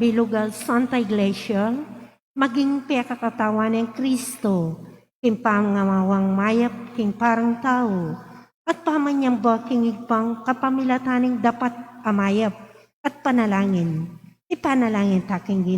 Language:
Pampanga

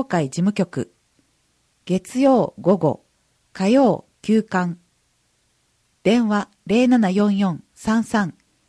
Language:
Japanese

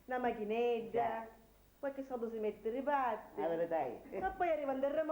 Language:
Sicilian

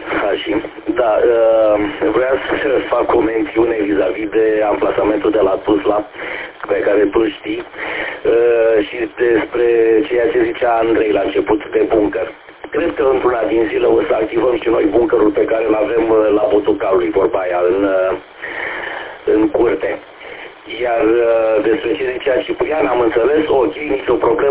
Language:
Romanian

